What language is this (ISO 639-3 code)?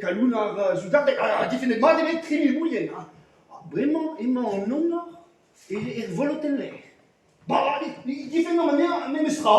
bre